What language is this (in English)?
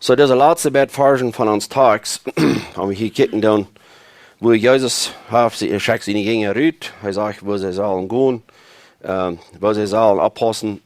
Plautdietsch